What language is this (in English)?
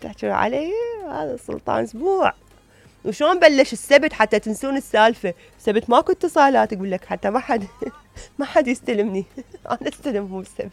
Mesopotamian Arabic